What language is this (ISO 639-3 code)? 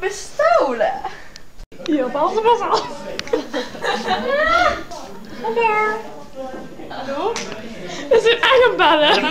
nld